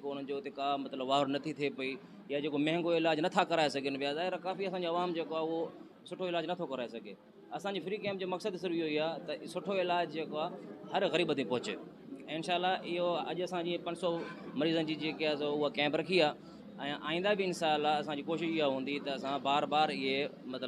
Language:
Sindhi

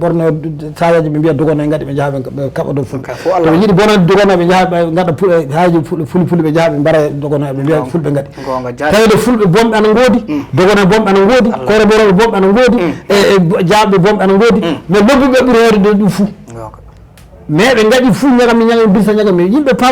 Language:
Fula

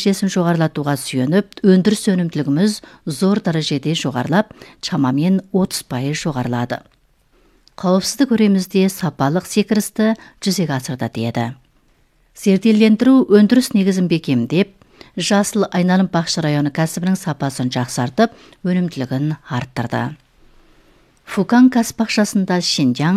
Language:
Kazakh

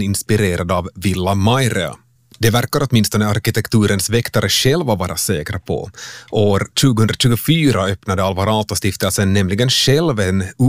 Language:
Swedish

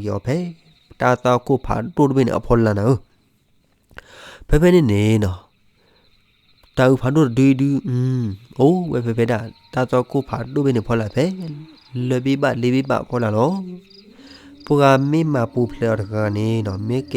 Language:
S'gaw Karen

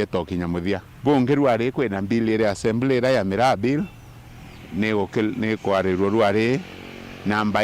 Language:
Meru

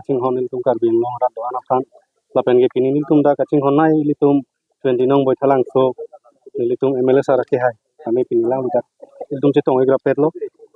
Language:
Karbi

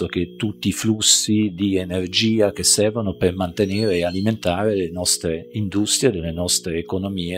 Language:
Italian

